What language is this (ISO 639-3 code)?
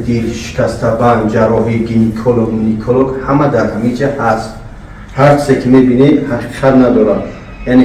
tgk